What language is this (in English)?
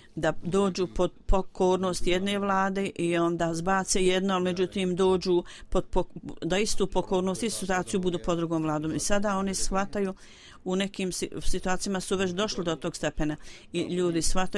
Bosnian